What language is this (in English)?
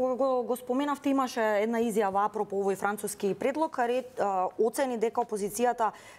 Macedonian